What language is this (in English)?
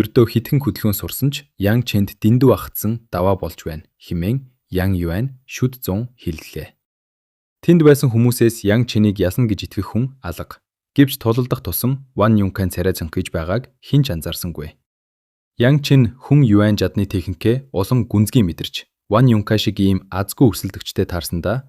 Mongolian